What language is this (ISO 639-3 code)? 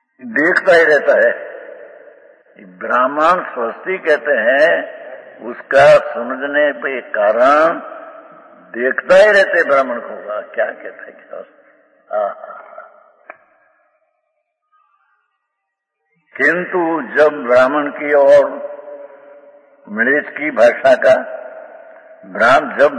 hin